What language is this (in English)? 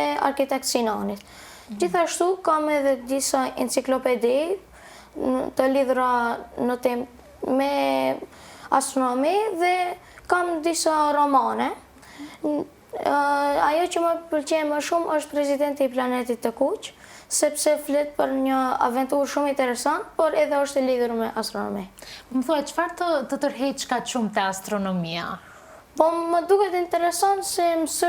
Albanian